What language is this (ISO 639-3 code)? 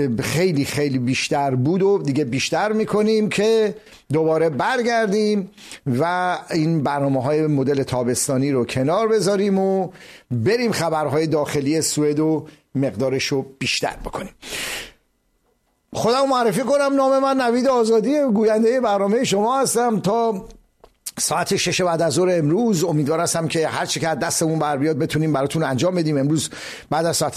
fas